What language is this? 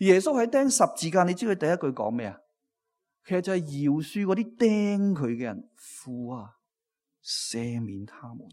Cantonese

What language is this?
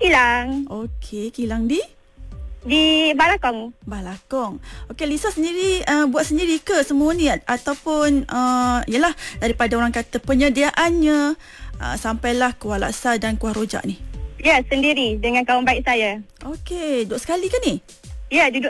Malay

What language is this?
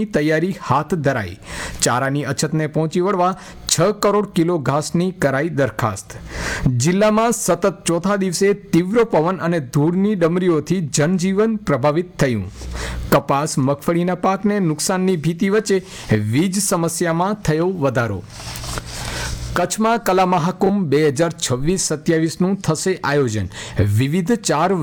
Gujarati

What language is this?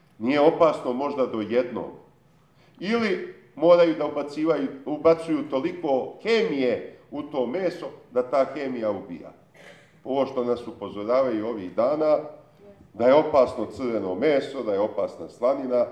Serbian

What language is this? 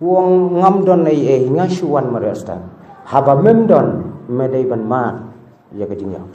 Khasi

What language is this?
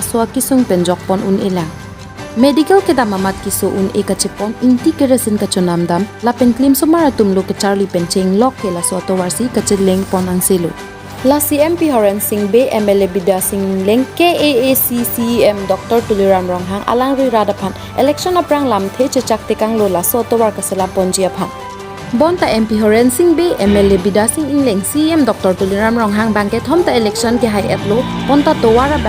Karbi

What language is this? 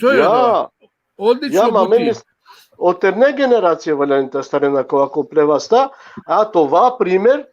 Balkan Romani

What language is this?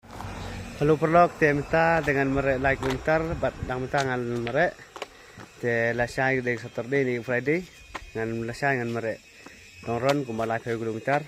Khasi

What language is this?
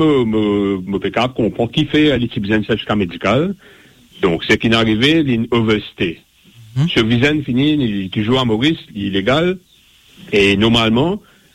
Morisyen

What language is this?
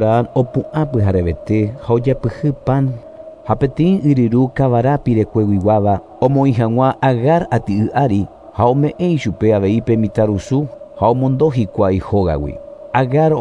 Guarani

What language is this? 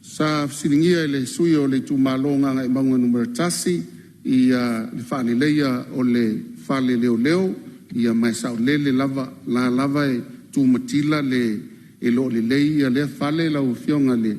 Samoan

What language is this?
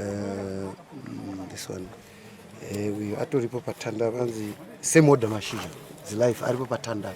Shona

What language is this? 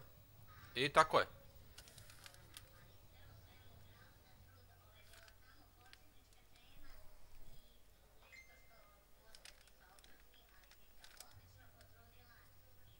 Bosnian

